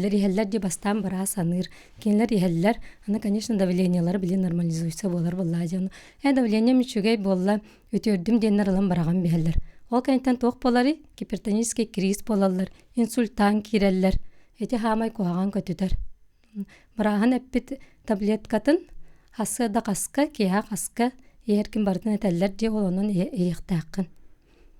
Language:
Yakut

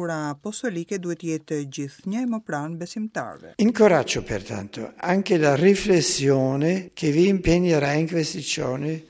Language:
Albanian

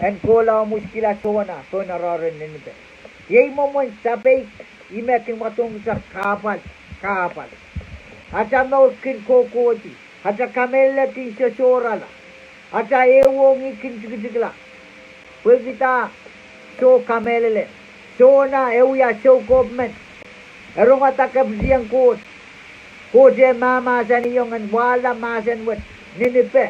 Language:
Pohnpeian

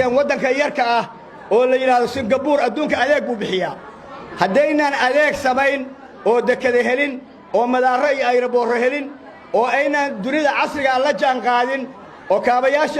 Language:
Somali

